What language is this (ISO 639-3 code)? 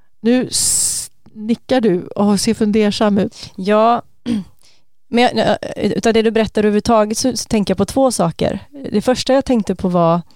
swe